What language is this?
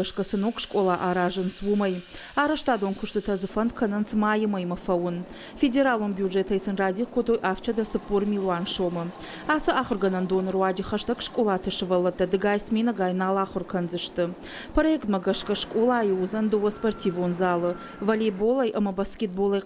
Ossetic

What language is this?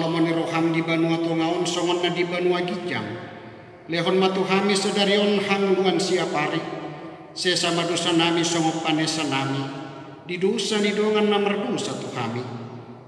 Batak Toba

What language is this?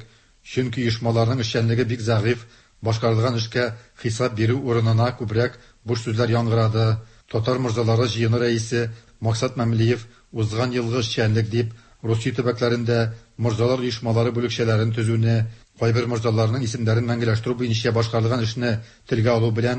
Tatar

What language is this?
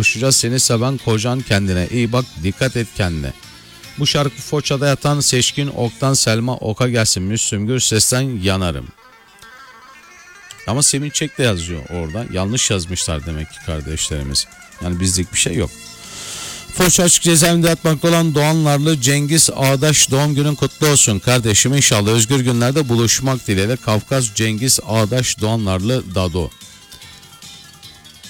Turkish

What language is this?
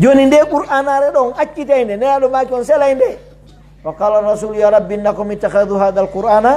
Pular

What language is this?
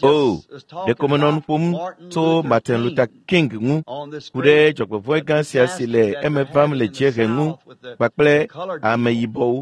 Ewe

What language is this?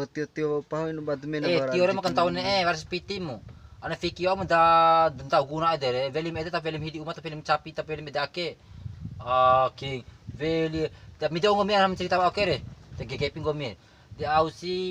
Bima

